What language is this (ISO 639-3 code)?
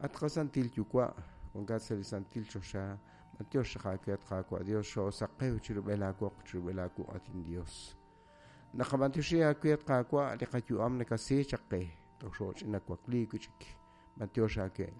kek